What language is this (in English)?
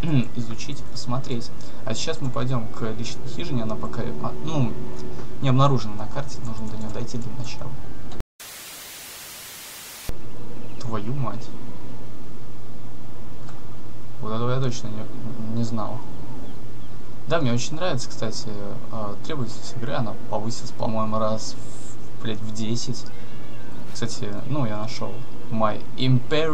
Russian